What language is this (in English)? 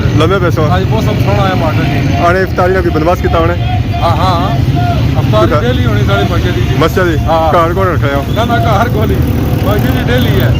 Pahari-Potwari